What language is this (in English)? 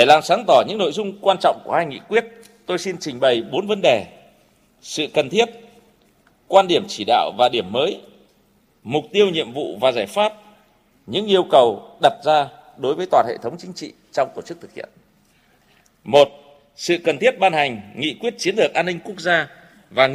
Vietnamese